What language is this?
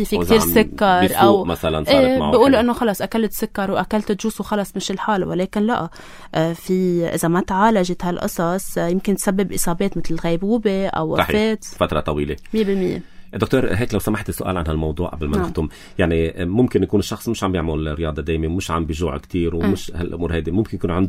North Levantine Arabic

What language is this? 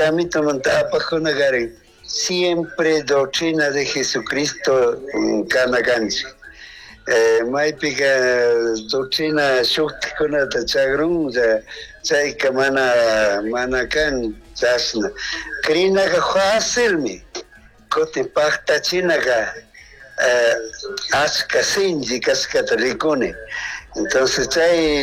Chimborazo Highland Quichua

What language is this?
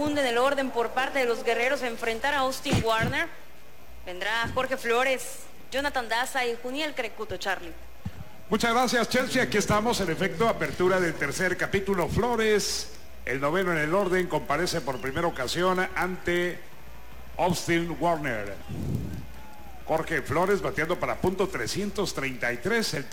Spanish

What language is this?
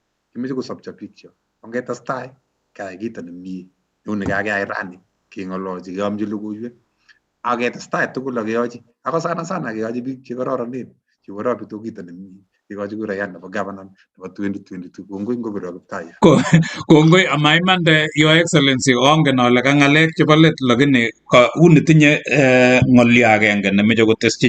Kalenjin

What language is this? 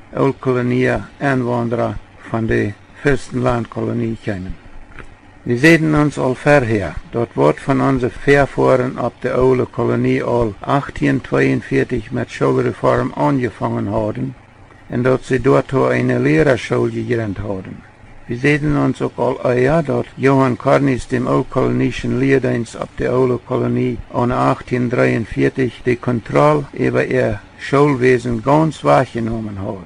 Plautdietsch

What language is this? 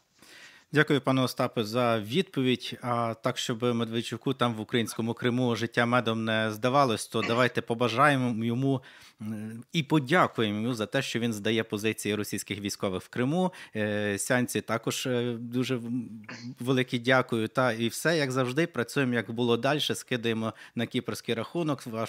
Ukrainian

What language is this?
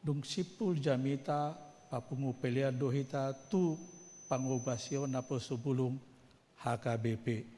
Batak Toba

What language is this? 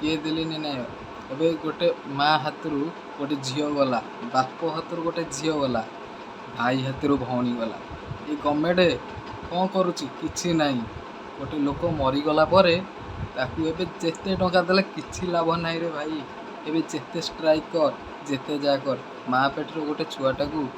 Odia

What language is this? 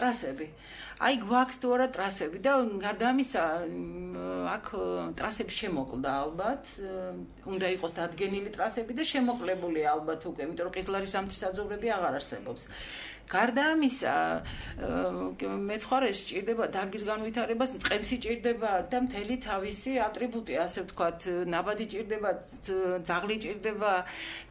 Georgian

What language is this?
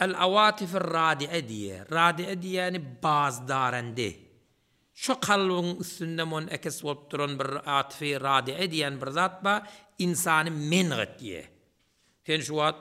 Turkmen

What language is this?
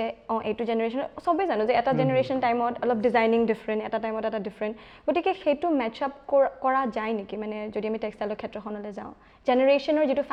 Assamese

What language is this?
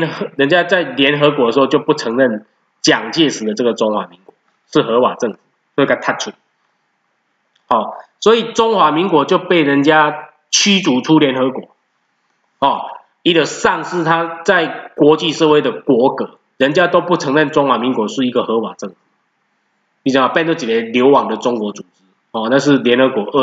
Chinese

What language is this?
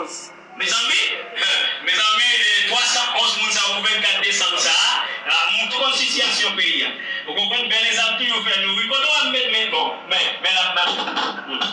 Haitian Creole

